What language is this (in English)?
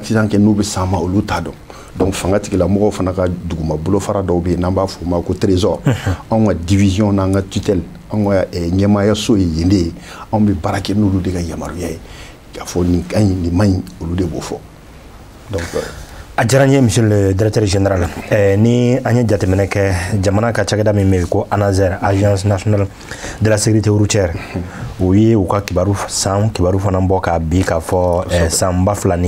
Bambara